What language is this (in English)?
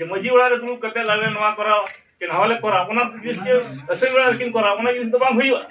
Santali